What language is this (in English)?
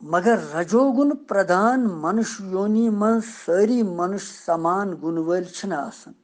Kashmiri